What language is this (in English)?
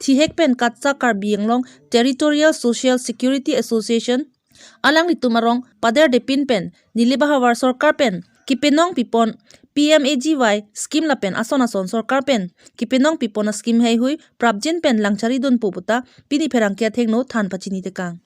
Karbi